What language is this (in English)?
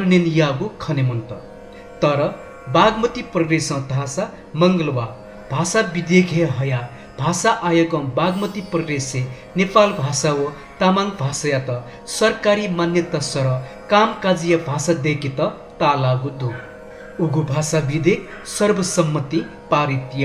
Newari